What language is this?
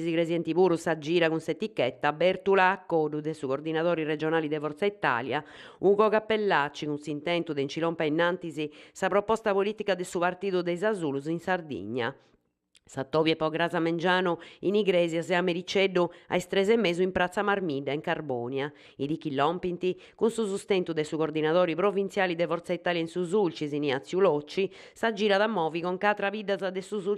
Sardinian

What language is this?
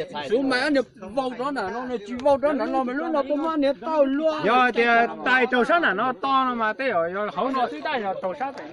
Hmong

